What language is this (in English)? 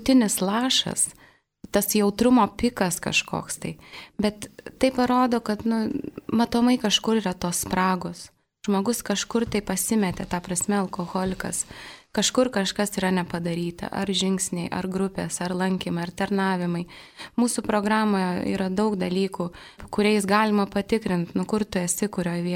Lithuanian